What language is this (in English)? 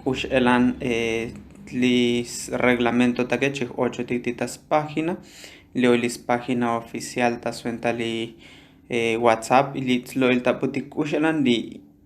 Tzotzil